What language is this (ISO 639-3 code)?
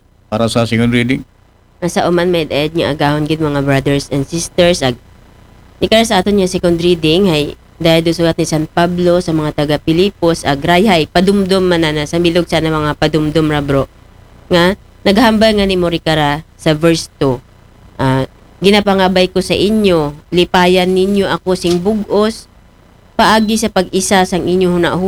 akl